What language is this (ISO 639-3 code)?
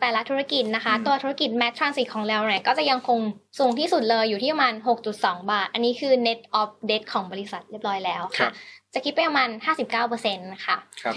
tha